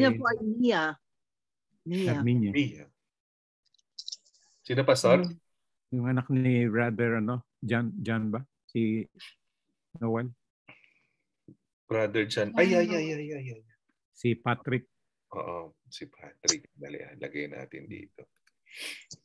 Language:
Filipino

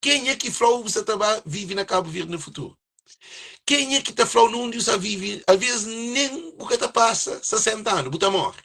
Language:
Kabuverdianu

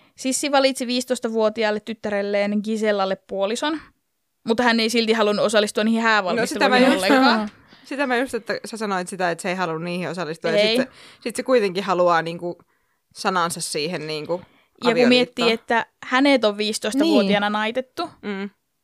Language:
Finnish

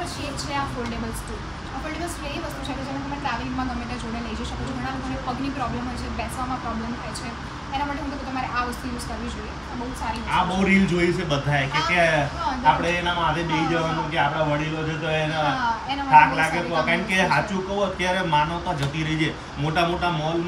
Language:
Gujarati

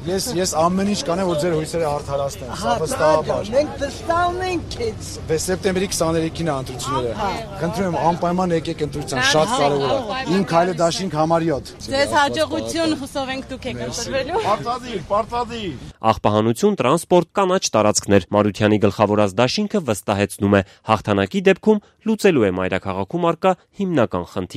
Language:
Armenian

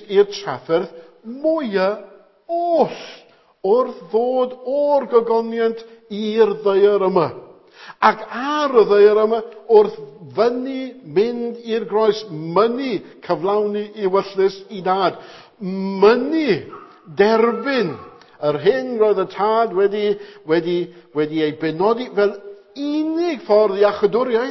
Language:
Welsh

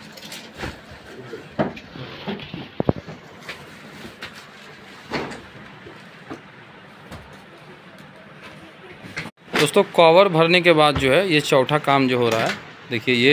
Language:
Hindi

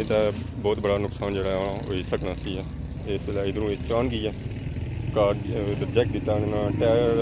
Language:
Pahari-Potwari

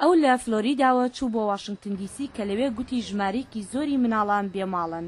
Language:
Central Kurdish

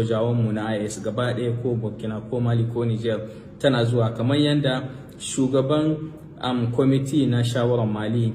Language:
Hausa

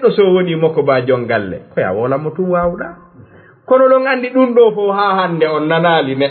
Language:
Fula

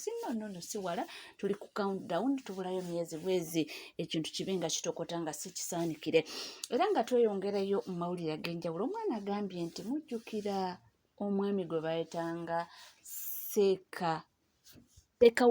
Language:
Ganda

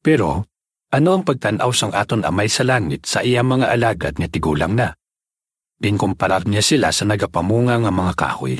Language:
Hiligaynon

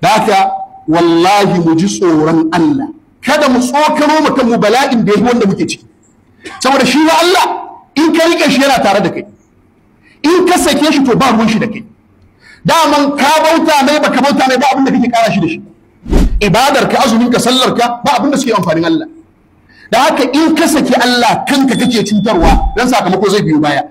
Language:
Hausa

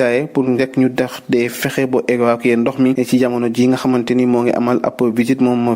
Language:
Wolof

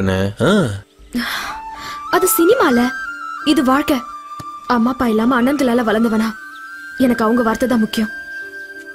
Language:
Tamil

